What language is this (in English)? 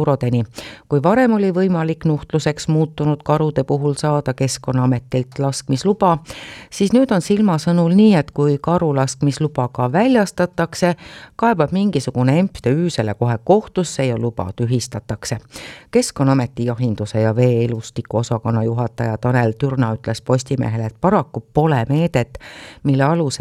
Estonian